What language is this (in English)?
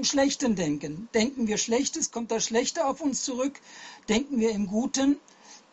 German